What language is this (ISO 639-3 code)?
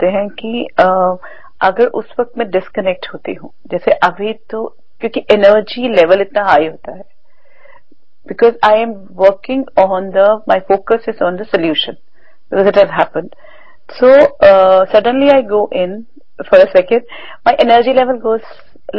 hin